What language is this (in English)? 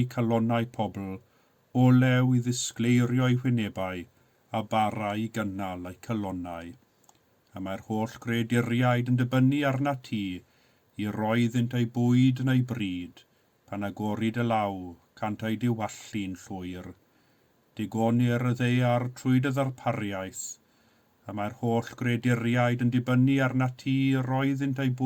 Welsh